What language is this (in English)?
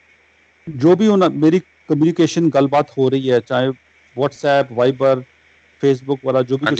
Punjabi